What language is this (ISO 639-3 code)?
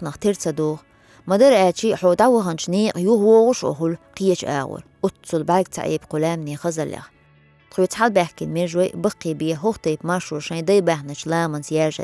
che